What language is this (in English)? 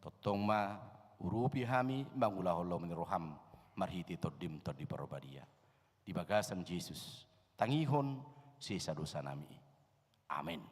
Batak Toba